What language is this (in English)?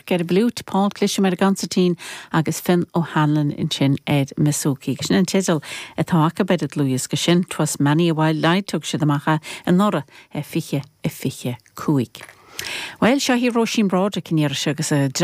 Irish